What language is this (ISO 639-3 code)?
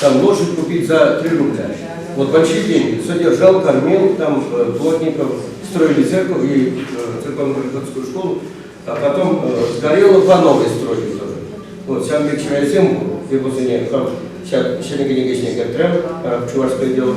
chv